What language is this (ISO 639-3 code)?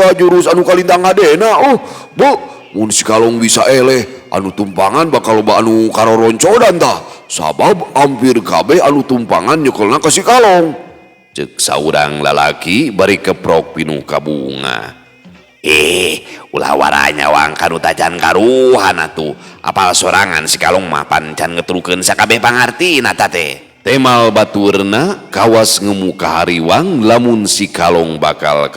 sun